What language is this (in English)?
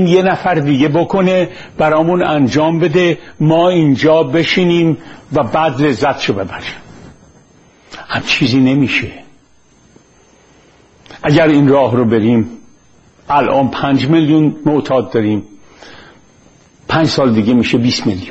Persian